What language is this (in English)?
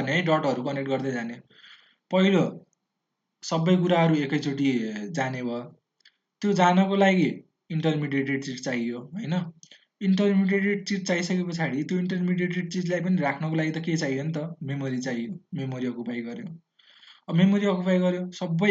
Nepali